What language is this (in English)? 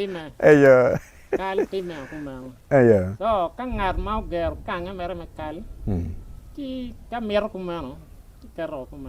Acoli